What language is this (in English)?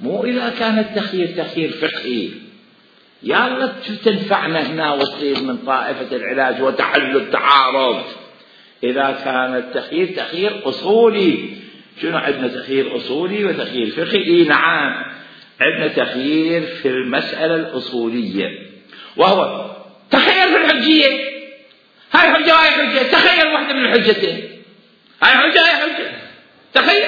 Mesopotamian Arabic